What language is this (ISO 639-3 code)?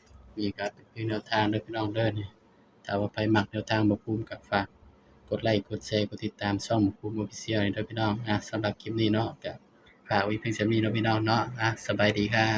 tts